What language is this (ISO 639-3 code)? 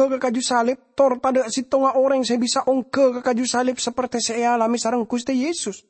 mad